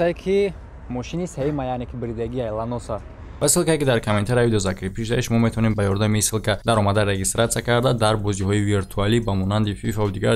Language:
Tajik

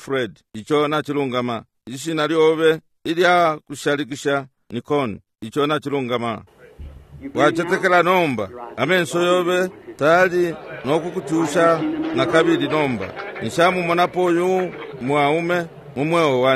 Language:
Bemba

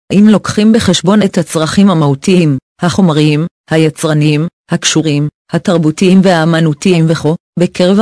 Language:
Hebrew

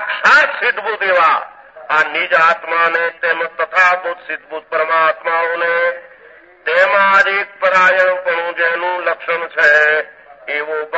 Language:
Gujarati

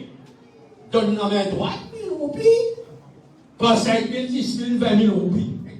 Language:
Morisyen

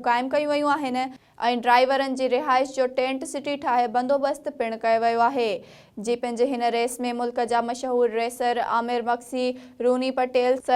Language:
Sindhi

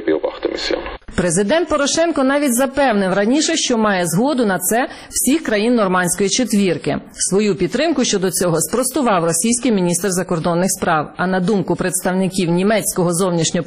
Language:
Ukrainian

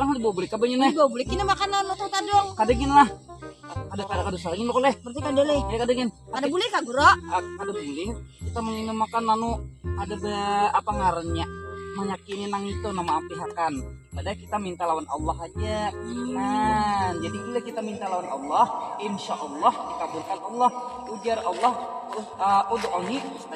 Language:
Banjar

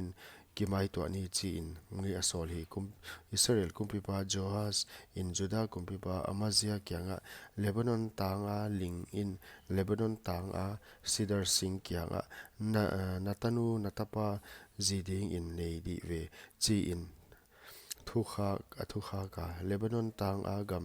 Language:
Paite Chin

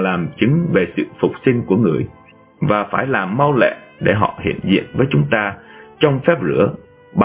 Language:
Vietnamese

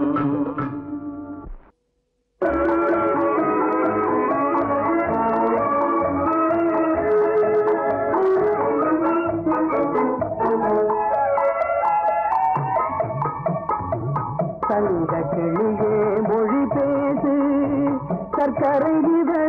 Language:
Tamil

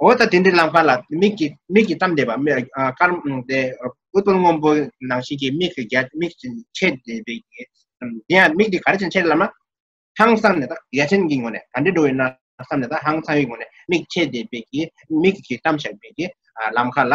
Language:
Tibetan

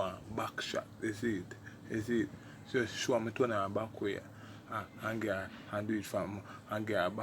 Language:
Jamaican Creole English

